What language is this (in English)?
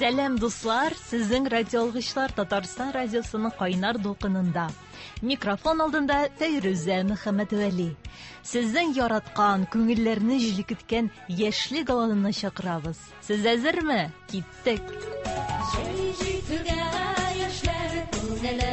Tatar